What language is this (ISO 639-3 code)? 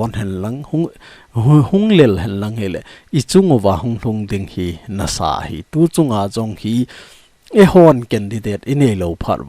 tcz